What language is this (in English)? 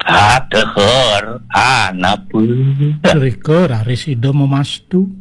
Balinese